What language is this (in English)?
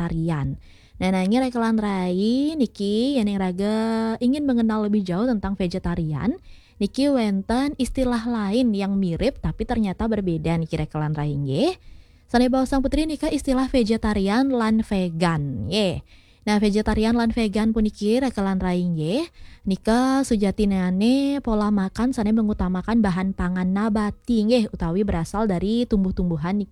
Balinese